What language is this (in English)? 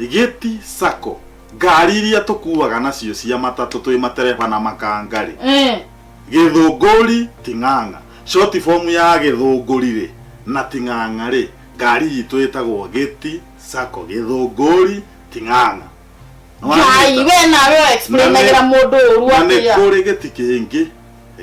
Kikuyu